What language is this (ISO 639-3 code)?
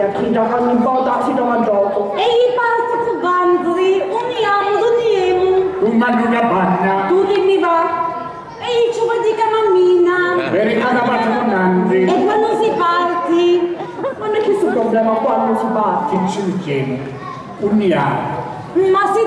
scn